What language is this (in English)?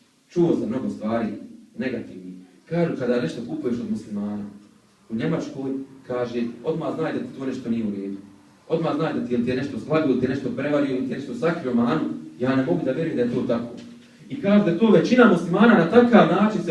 Bosnian